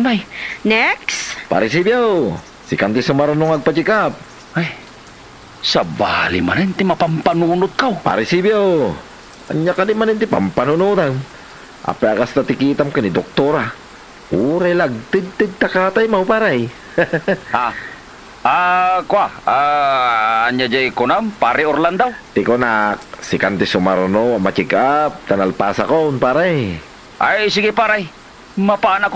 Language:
Iloko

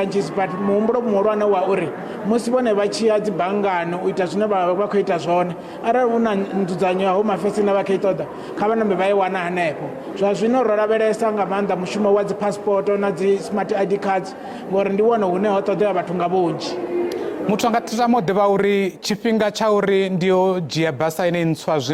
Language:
Venda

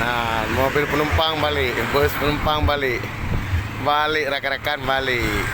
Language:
Achinese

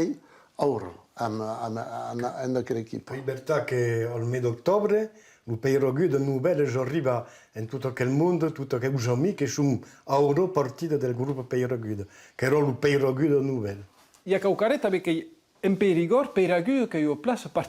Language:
Occitan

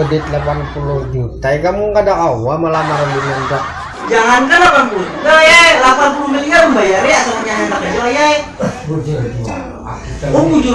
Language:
Banjar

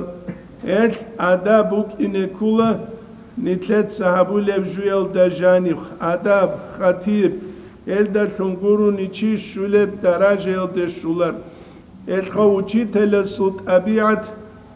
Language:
Avaric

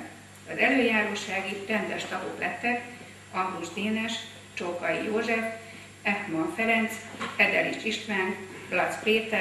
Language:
Hungarian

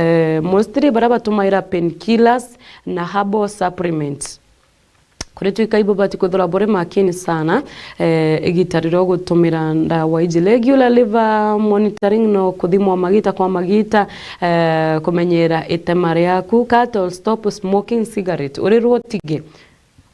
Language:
Meru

